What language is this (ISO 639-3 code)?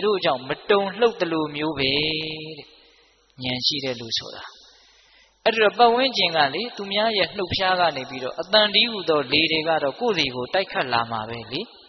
mya